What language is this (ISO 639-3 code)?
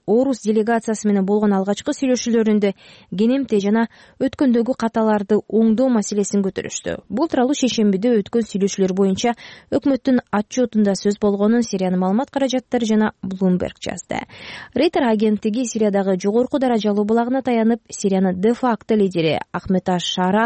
kir